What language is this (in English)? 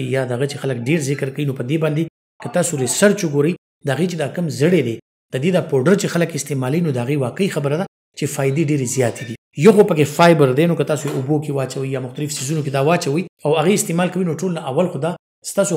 Pashto